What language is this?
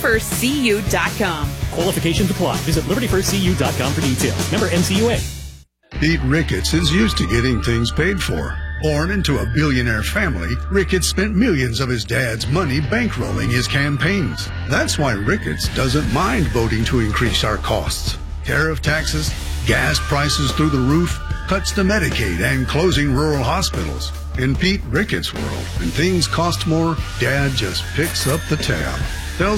English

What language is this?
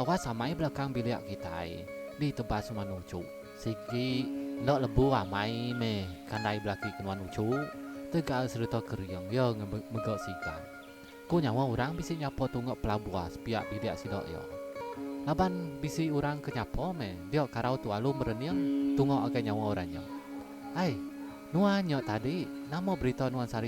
Iban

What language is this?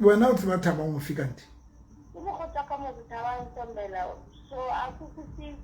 Southern Sotho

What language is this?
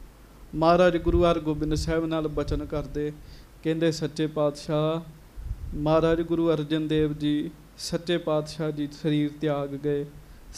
Punjabi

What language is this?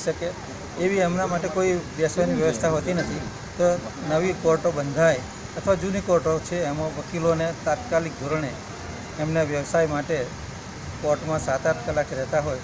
Gujarati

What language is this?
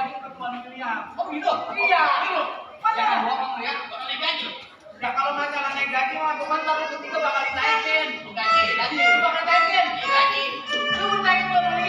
Betawi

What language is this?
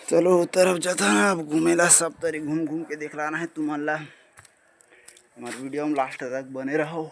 Chhattisgarhi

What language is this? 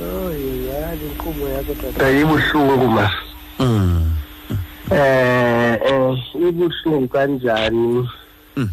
Xhosa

